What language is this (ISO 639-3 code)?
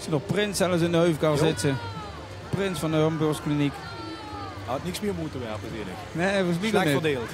lim